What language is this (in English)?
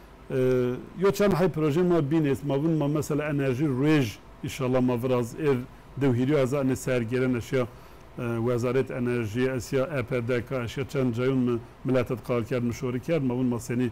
Zaza